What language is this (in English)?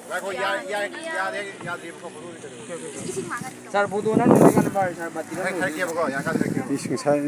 Manipuri